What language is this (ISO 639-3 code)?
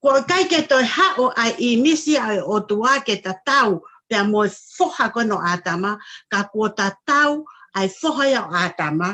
ton